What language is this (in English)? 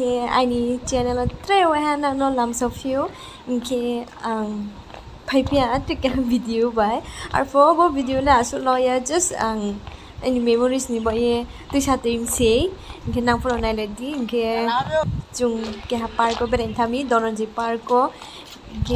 Riang (India)